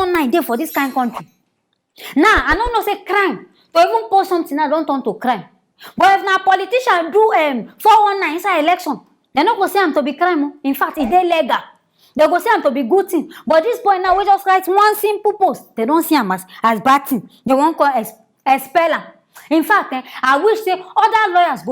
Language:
Nigerian Pidgin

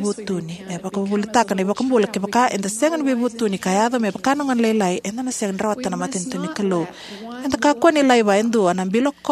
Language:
Fijian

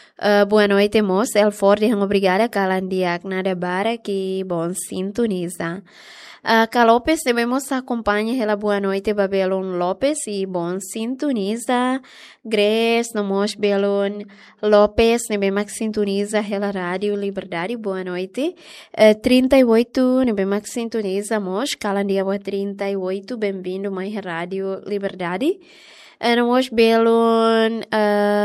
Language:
Tetum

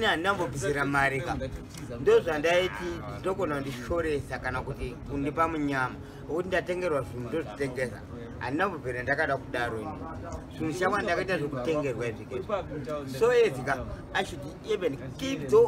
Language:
Shona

